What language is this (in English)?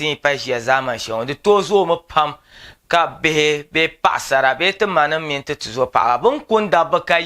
Dagbani